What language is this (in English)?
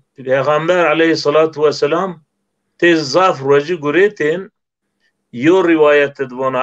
Zaza